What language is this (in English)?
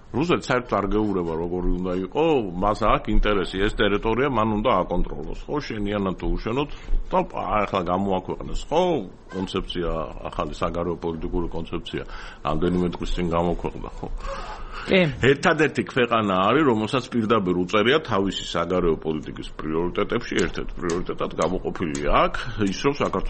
Georgian